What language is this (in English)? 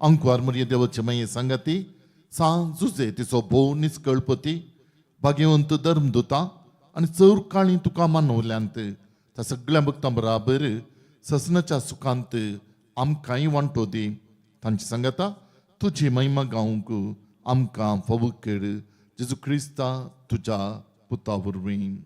Konkani